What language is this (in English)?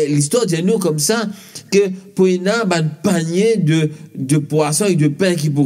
Morisyen